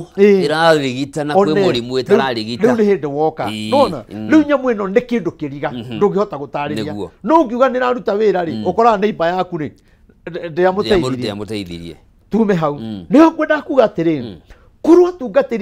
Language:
Kikuyu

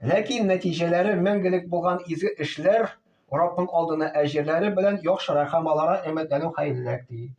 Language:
Tatar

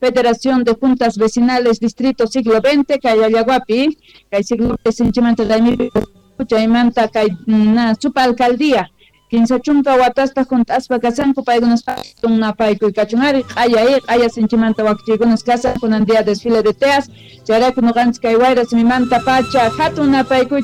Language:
South Bolivian Quechua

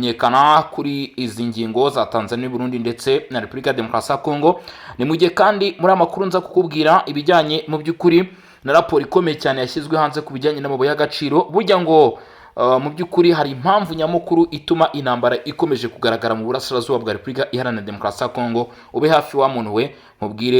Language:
Kinyarwanda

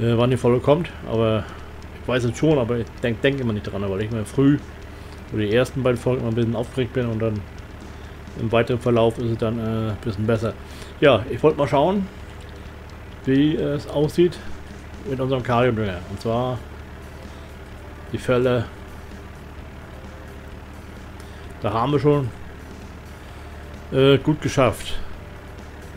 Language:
German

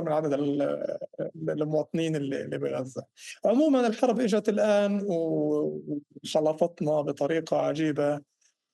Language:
North Levantine Arabic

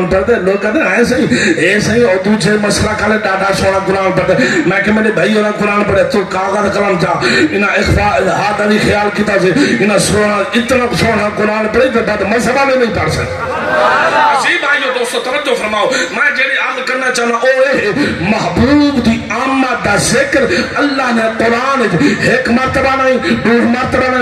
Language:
Saraiki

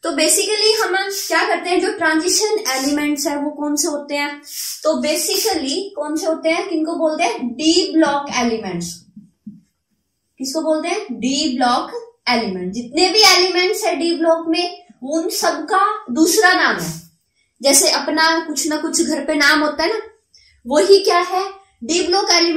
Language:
Hindi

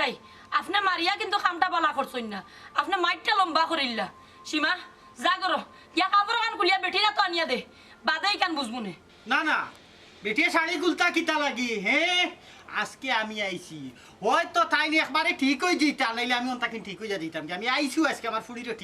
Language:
Sylheti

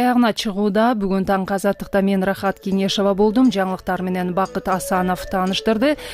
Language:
Kyrgyz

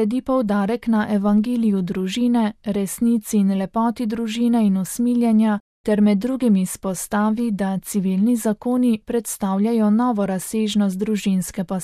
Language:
Slovenian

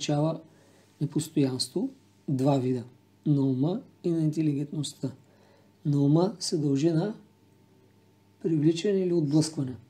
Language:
Bulgarian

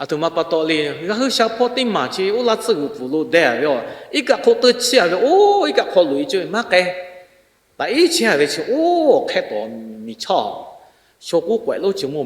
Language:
Lahu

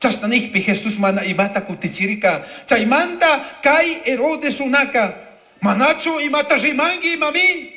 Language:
Chimborazo Highland Quichua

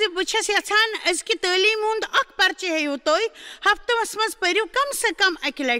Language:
Kashmiri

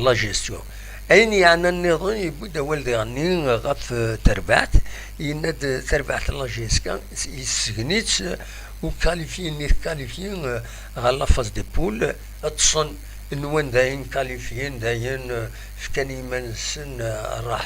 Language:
Kabyle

